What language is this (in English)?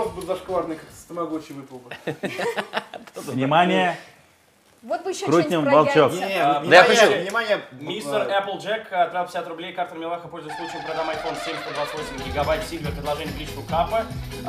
Russian